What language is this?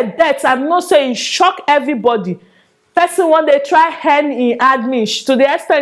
Nigerian Pidgin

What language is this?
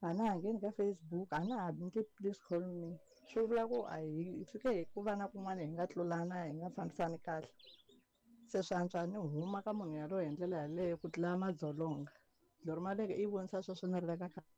Tsonga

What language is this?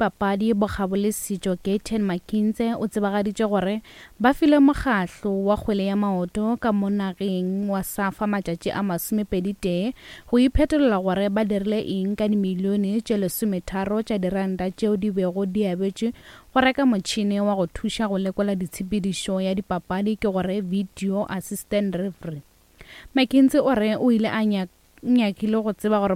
Northern Sotho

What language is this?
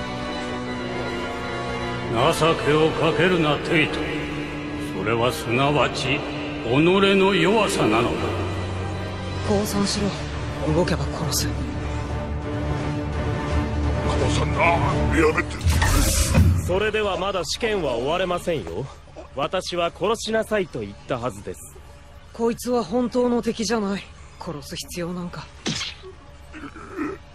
Japanese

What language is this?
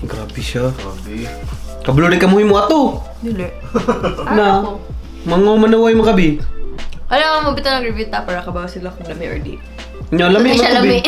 Cebuano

